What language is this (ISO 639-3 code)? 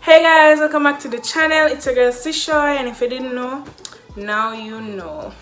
jam